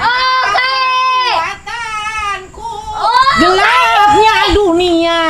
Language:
Banjar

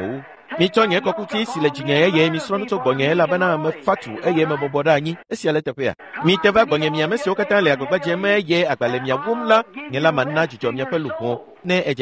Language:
Ewe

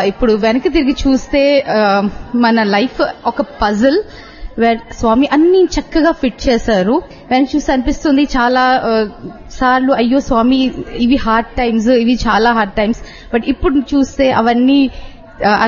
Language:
Telugu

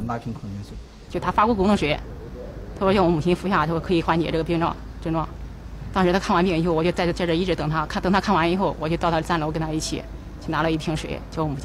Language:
Chinese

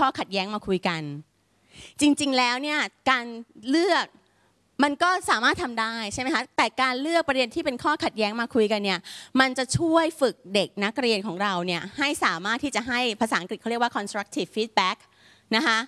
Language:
Thai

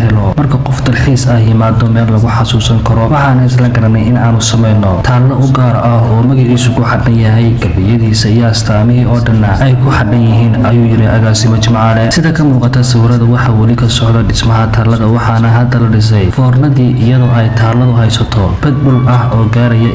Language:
Somali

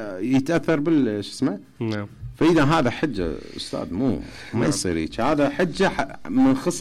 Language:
Mesopotamian Arabic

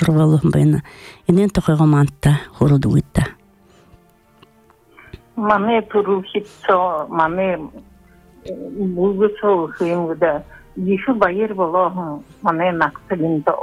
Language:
Buriat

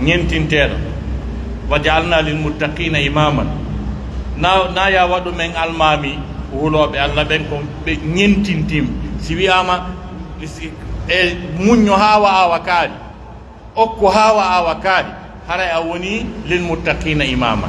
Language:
Pular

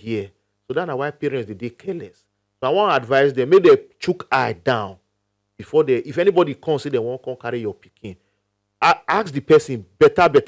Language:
Nigerian Pidgin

